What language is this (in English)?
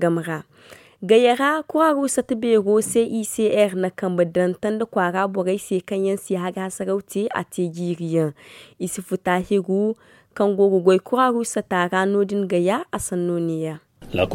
Zarma